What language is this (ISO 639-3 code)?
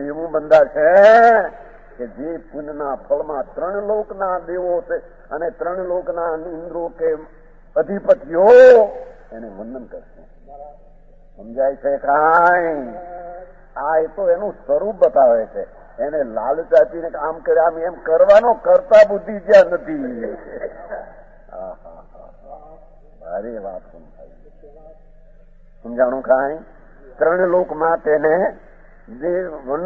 guj